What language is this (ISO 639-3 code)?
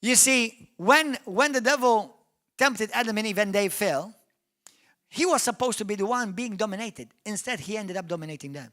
eng